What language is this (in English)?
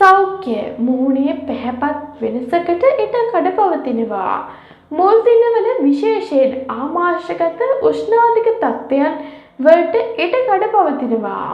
Sinhala